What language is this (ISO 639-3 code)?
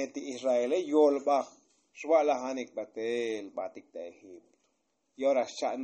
tzo